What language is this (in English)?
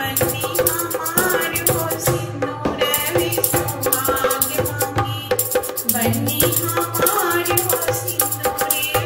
Bhojpuri